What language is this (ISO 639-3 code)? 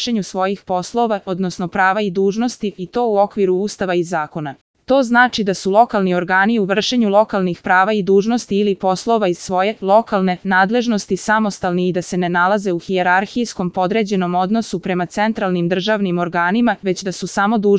srp